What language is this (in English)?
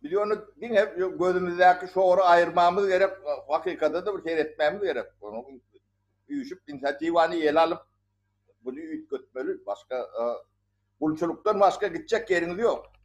Turkmen